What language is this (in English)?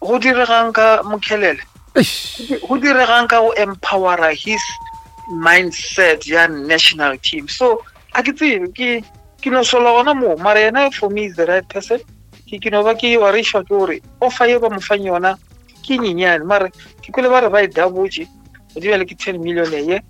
Northern Sotho